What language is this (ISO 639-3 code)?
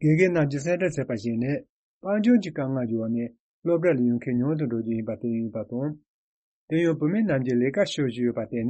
bod